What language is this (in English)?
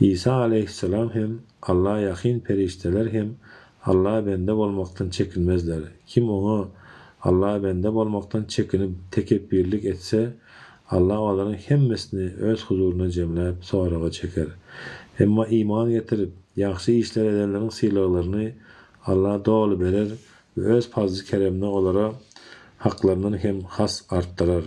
Turkmen